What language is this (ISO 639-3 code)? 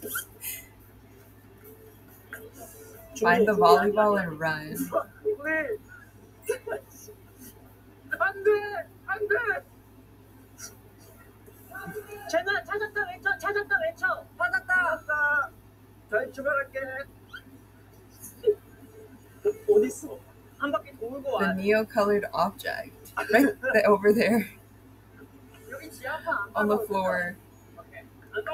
kor